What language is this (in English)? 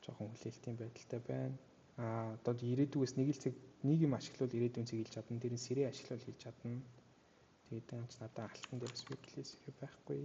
Mongolian